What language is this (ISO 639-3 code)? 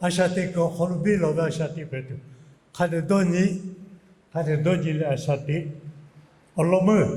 lhu